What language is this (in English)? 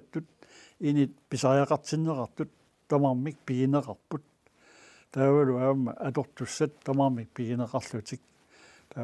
Kalaallisut